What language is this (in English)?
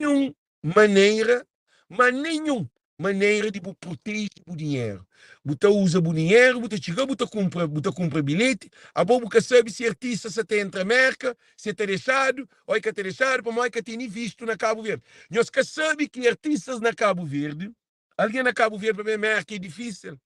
Kabuverdianu